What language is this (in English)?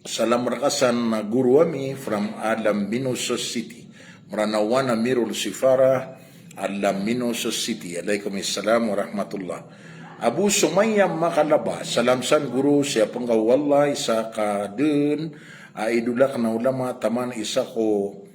Maranao